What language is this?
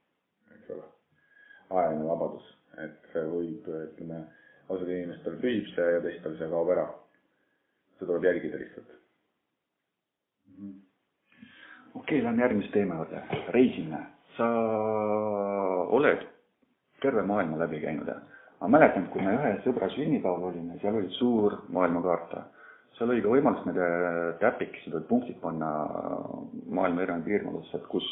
Estonian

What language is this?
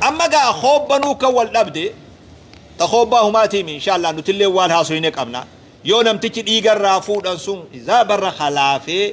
Oromo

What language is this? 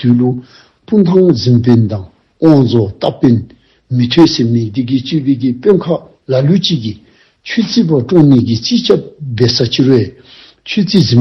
Dzongkha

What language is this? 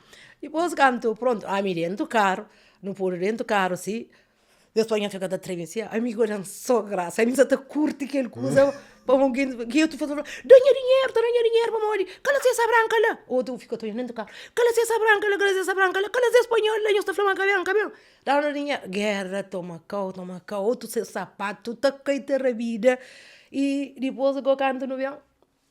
Kabuverdianu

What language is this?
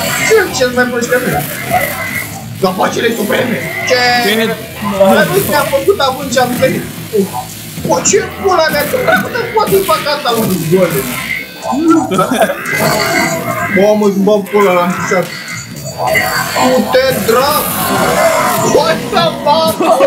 Romanian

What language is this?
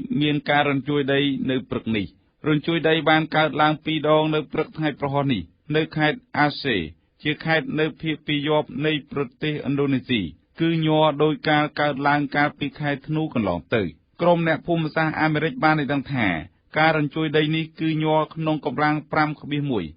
Khmer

